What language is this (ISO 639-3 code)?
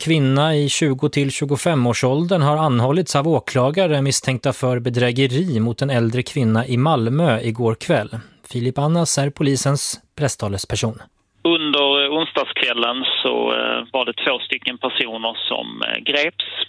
swe